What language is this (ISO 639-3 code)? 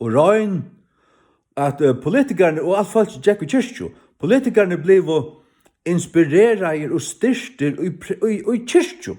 fao